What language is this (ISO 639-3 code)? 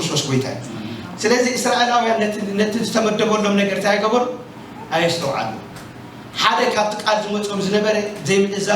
tir